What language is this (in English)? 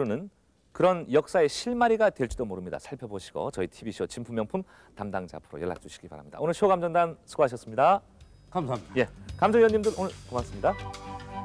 Korean